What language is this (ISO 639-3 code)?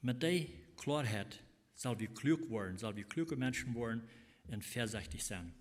pdt